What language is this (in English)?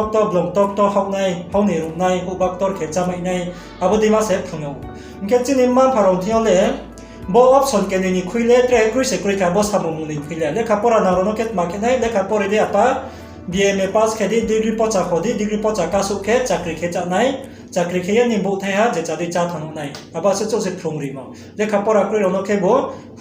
Riang (India)